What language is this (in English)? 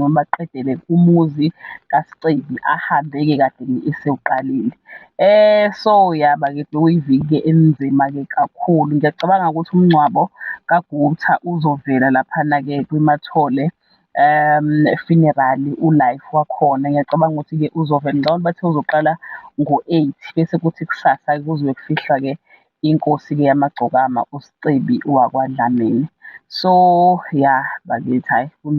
Zulu